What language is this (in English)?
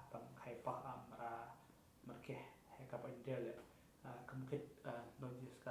Central Mnong